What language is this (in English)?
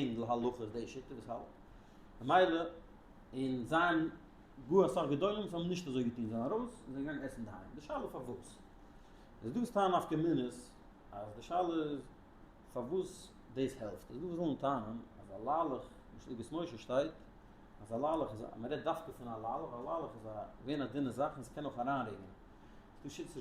Yiddish